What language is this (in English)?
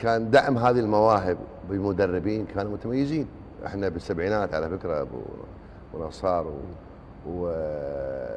Gulf Arabic